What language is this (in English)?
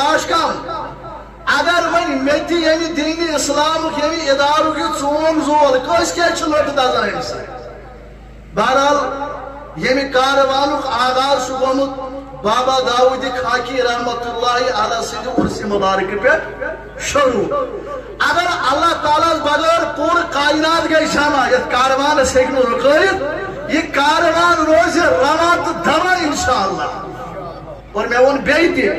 Kashmiri